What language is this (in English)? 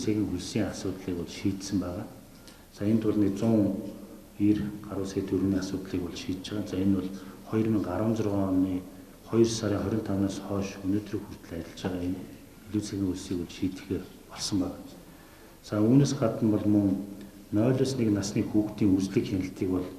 Mongolian